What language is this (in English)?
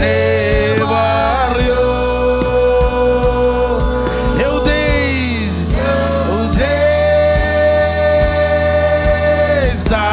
Marshallese